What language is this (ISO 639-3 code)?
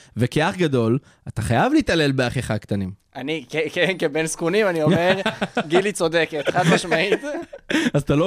heb